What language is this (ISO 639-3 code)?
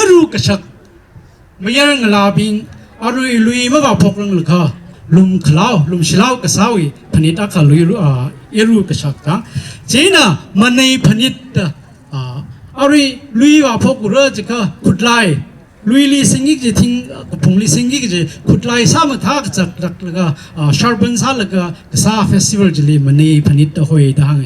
nmf